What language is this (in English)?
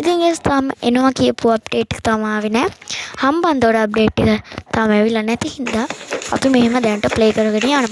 Sinhala